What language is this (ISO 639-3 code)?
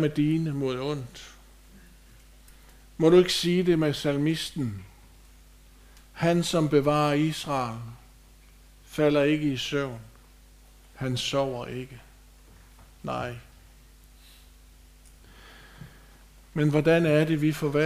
dan